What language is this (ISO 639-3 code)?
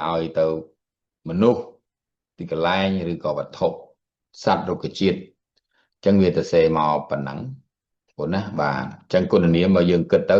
khm